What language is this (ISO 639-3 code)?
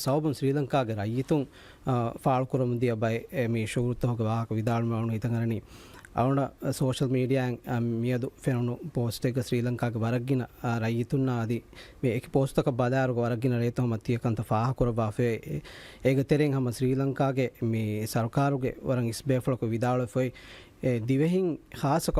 div